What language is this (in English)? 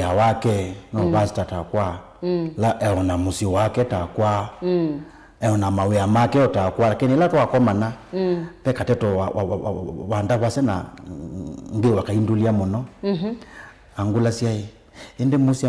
Kamba